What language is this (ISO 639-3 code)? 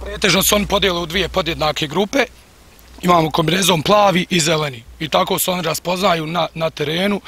bos